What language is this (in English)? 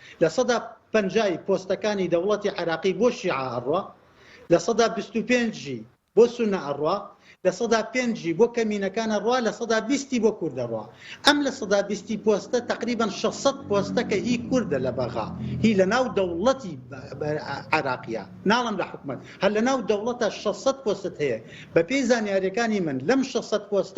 Central Kurdish